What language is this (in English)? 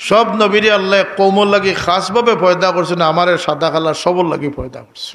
Sylheti